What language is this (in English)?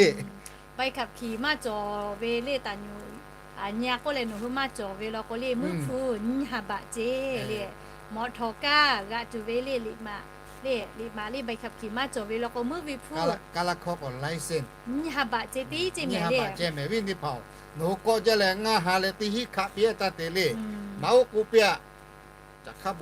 Lahu